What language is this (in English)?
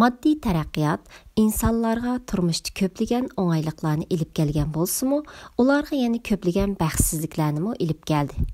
Uyghur